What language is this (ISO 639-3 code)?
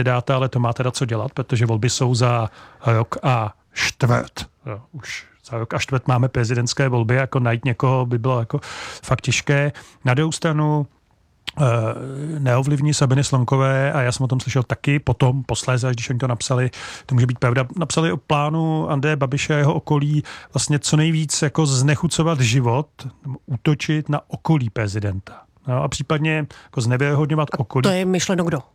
ces